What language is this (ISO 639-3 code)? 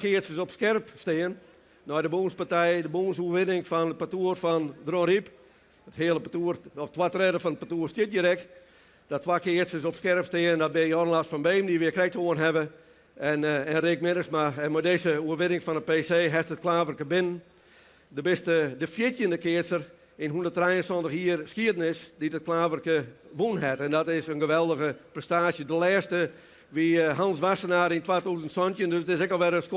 fry